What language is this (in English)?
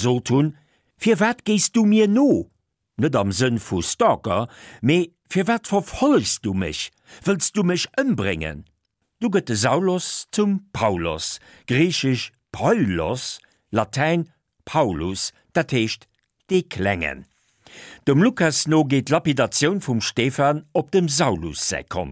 Luxembourgish